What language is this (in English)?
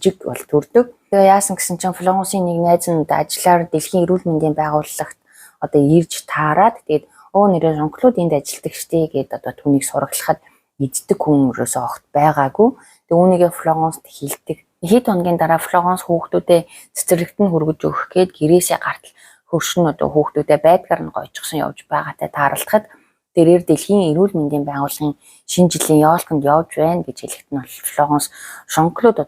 Mongolian